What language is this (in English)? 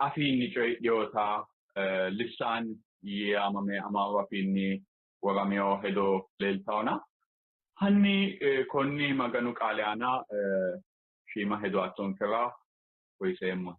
Sidamo